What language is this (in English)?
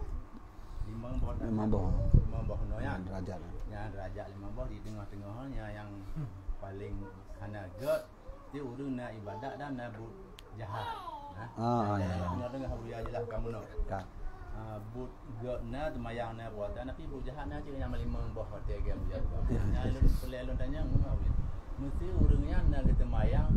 Achinese